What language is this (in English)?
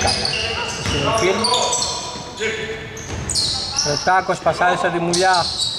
Greek